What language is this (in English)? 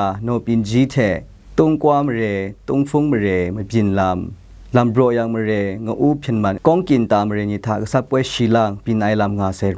Kachin